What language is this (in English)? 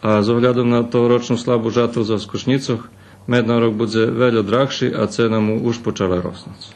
Rusyn